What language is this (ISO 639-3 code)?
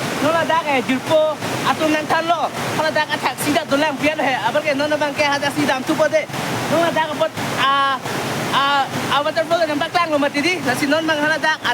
mjw